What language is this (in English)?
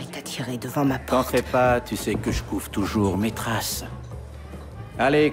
French